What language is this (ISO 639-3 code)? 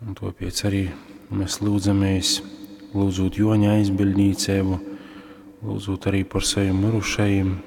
ltg